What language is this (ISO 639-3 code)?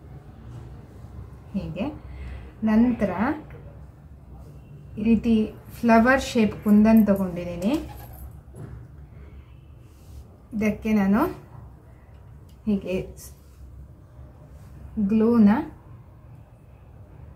kan